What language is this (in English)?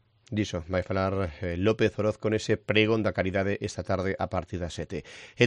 Galician